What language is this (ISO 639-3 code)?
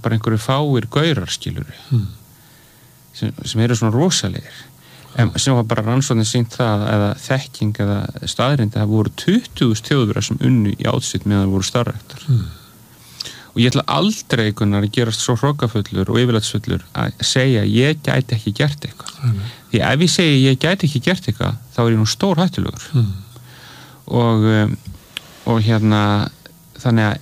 isl